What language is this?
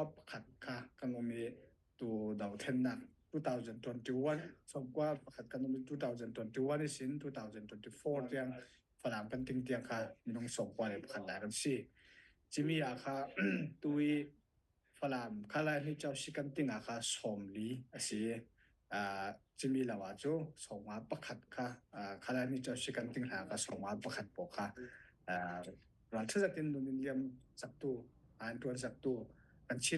Falam Chin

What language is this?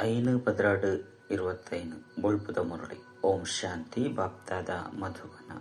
Tulu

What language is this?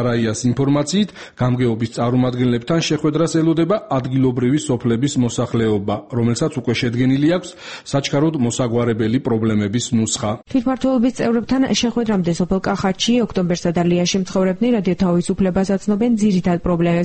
Georgian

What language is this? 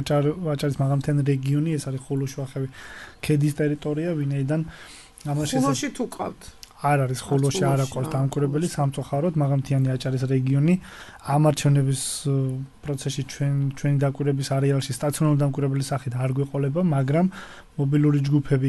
Georgian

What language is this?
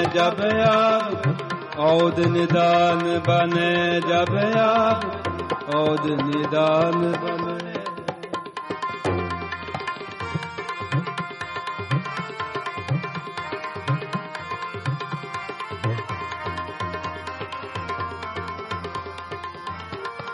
Punjabi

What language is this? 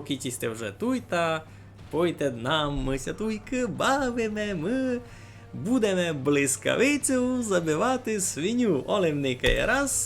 Rusyn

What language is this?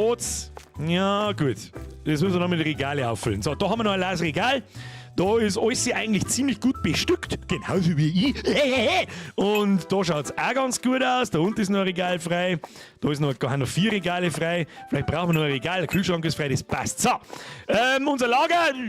Bavarian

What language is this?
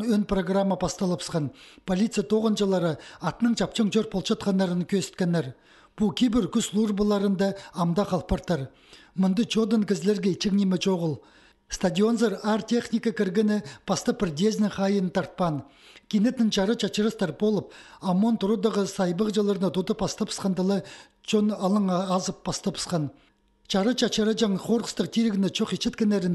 Khakas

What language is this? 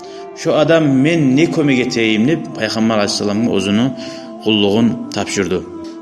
Kumyk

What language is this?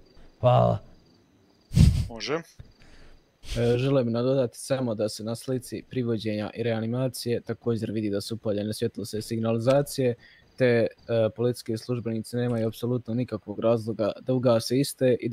Croatian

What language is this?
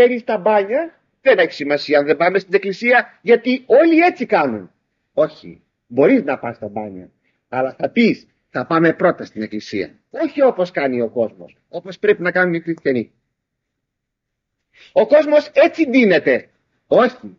Greek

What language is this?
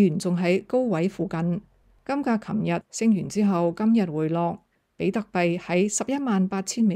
Cantonese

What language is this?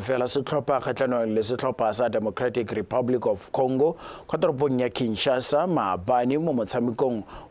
Tswana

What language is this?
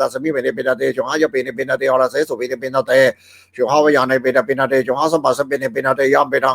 Pali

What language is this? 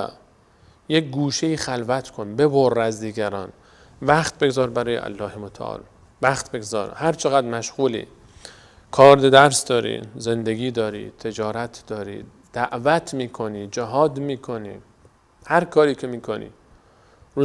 Persian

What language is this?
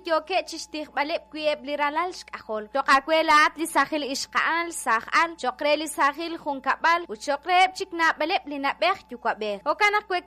Kekchí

